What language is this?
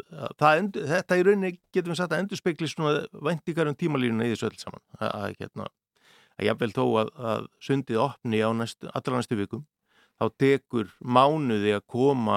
Icelandic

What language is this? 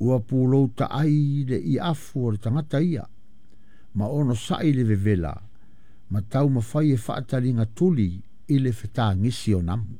Samoan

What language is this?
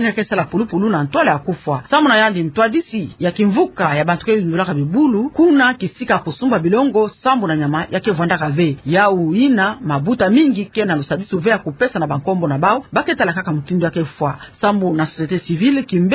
Kituba (Democratic Republic of Congo)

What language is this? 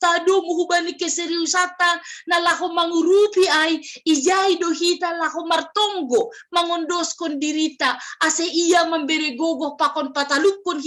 Batak Simalungun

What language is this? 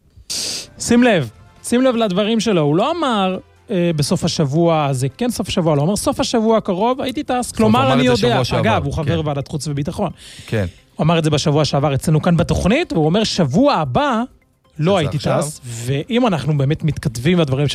Hebrew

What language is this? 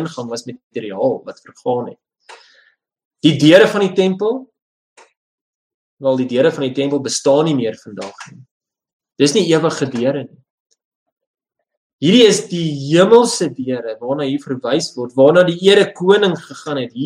Afrikaans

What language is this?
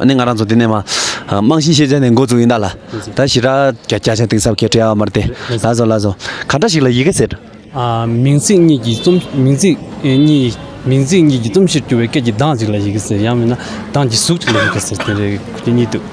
Tibetan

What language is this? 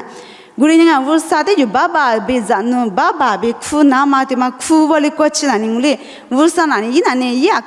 Lisu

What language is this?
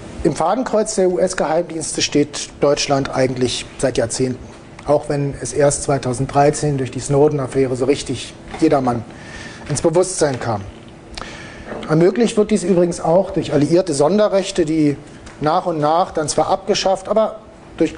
German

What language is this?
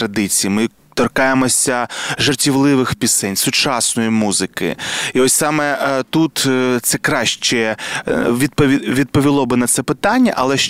Ukrainian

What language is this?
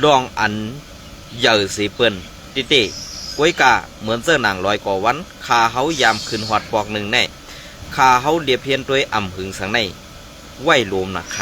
Shan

